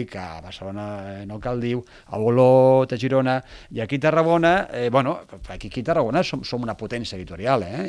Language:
Catalan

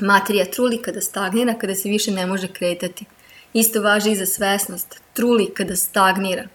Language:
Serbian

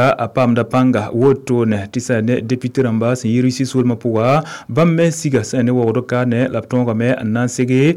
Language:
Mossi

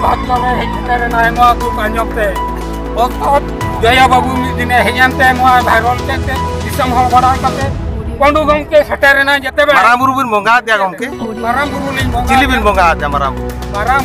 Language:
Santali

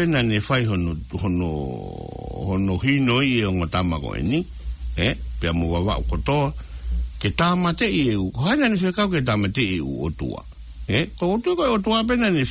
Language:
Tongan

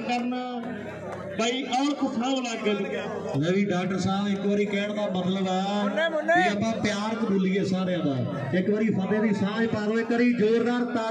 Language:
Punjabi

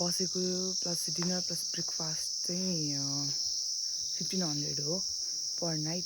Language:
Nepali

